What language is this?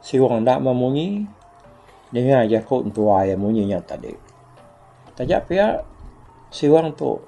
Iban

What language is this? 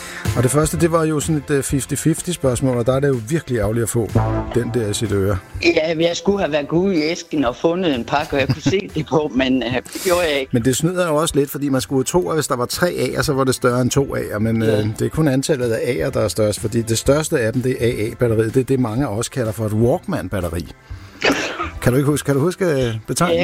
Danish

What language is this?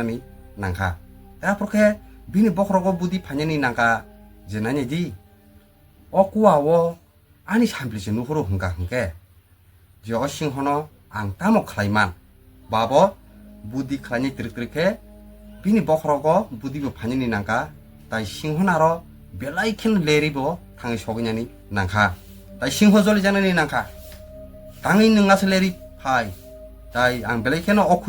Kok Borok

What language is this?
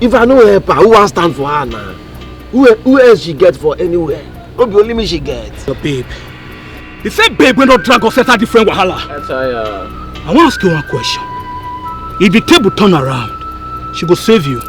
Nigerian Pidgin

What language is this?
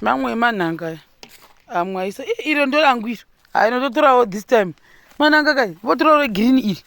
Shona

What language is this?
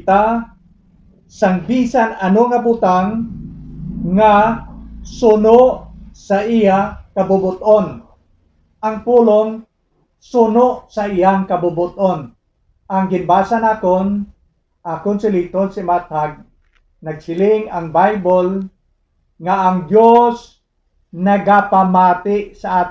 Hiligaynon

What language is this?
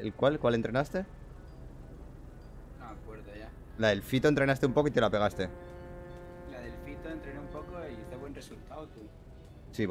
Spanish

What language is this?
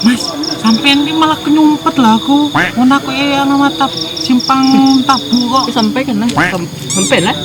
Minangkabau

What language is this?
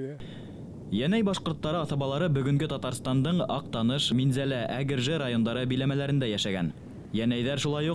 Bashkir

